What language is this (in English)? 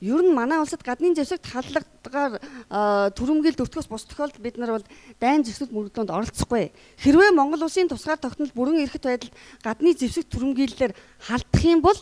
Mongolian